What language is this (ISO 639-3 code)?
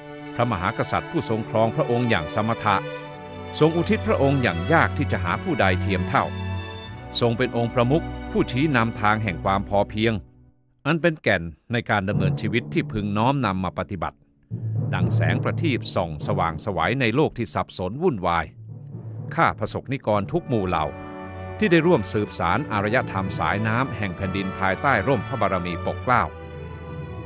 tha